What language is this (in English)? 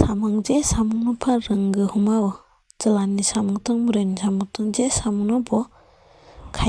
Kok Borok